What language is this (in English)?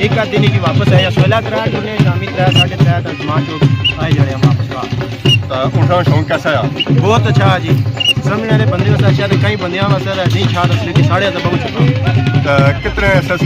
Pahari-Potwari